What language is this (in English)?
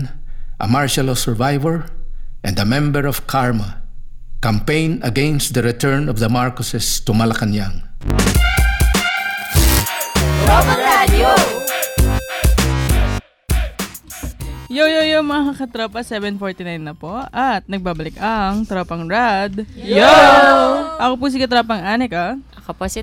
Filipino